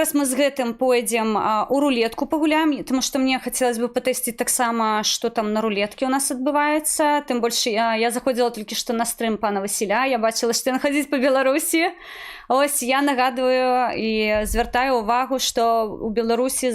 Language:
Belarusian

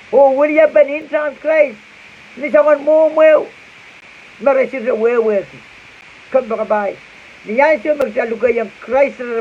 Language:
Pohnpeian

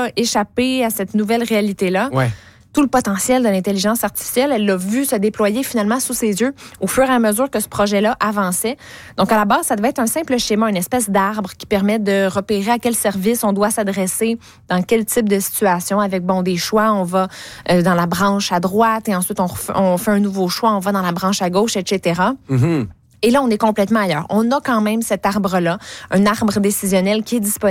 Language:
French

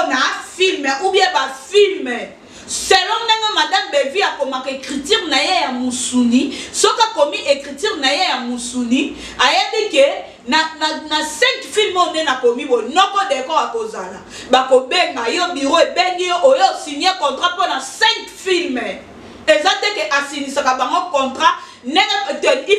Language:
Lingala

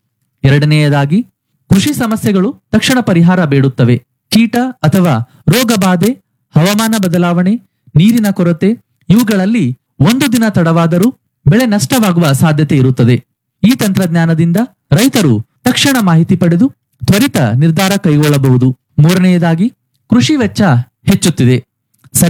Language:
Kannada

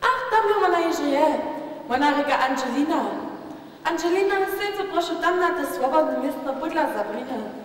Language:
Upper Sorbian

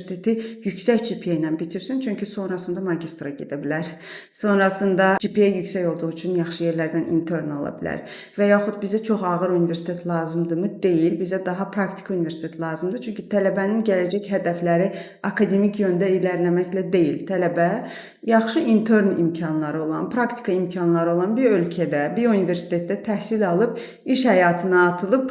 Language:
Azerbaijani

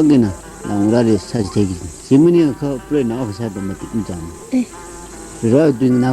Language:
Tangkhul Naga (India)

